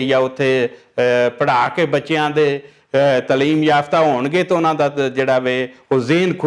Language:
Western Panjabi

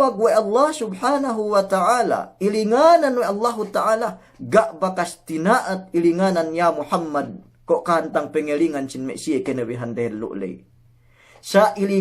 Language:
Yakan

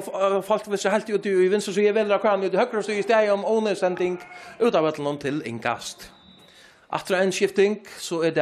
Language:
Faroese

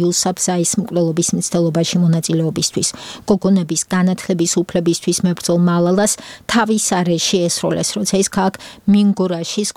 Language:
Georgian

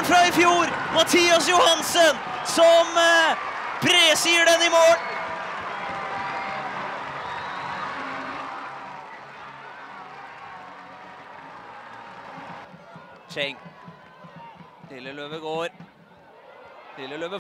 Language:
Norwegian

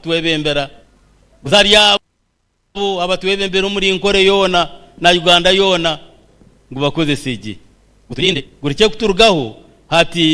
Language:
Nyankole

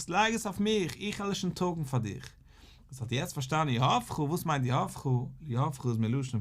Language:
Yiddish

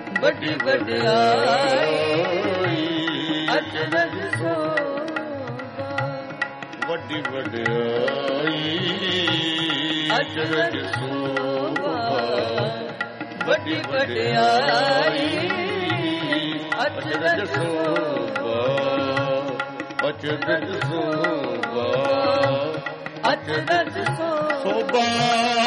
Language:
Punjabi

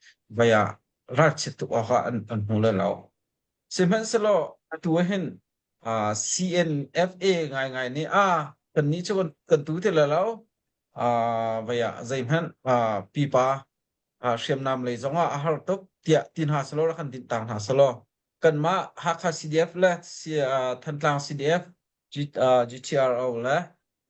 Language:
Hakha Chin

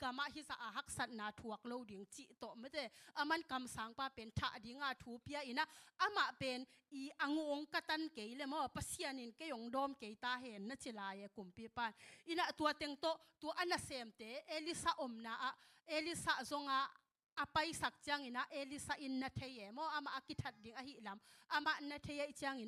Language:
Tedim Chin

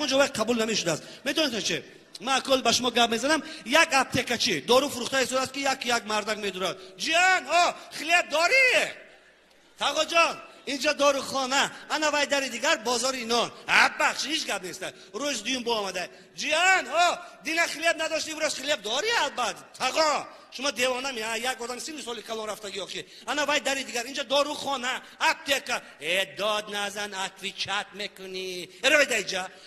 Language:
Tajik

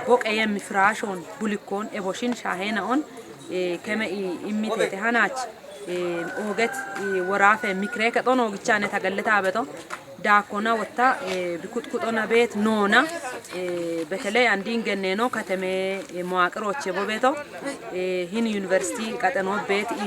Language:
Kafa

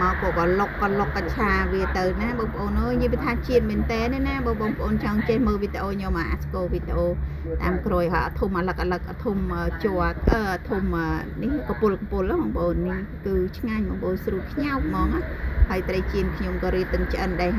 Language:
Khmer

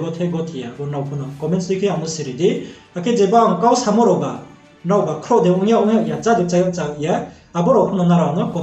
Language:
Riang (India)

